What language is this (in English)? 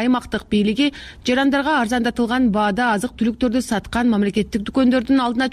Kyrgyz